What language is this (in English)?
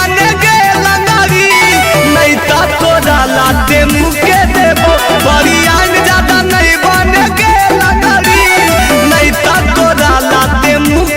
Magahi